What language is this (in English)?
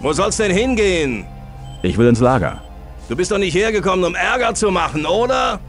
Bavarian